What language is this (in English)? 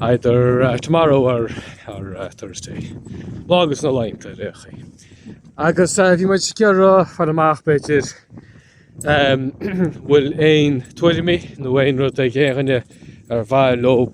Irish